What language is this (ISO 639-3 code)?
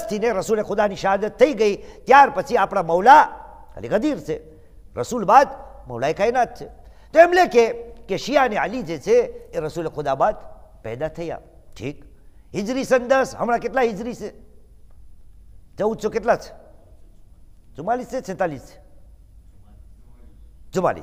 guj